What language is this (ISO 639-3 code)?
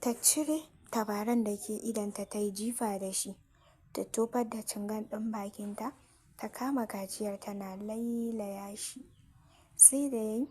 hau